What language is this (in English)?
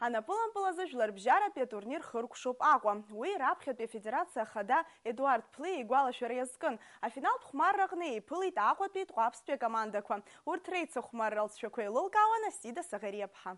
Abkhazian